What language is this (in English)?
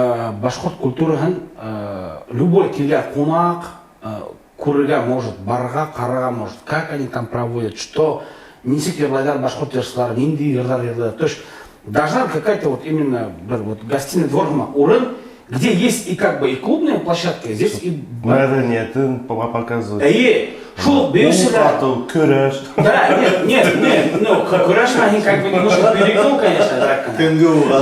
Bashkir